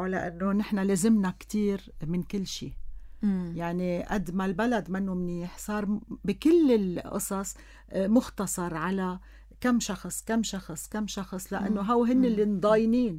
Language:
North Levantine Arabic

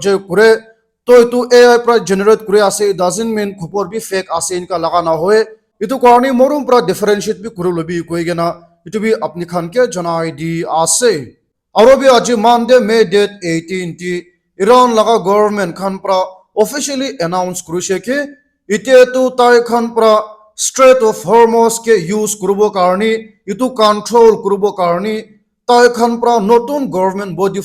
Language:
Naga Pidgin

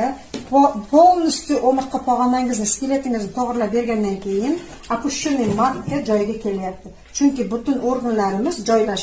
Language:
Uzbek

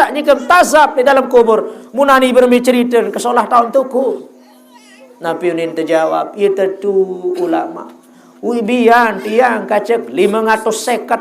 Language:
Sasak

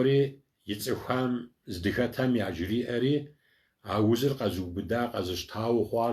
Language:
Kabardian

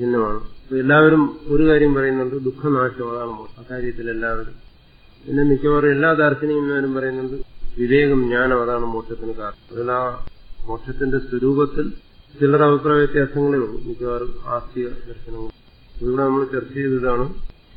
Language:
Malayalam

